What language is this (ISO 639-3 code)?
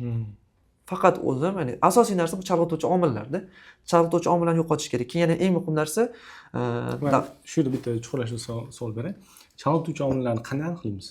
uzb